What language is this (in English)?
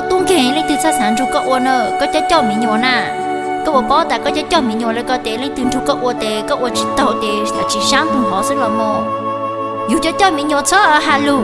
Hmong